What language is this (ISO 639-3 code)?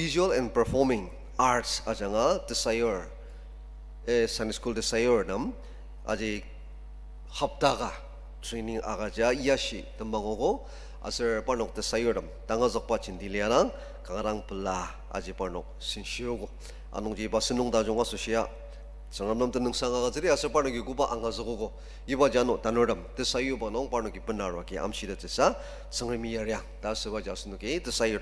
njo